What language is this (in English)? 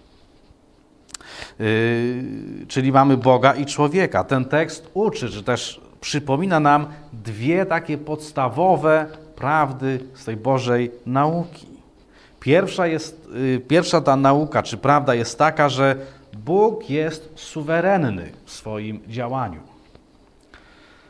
Polish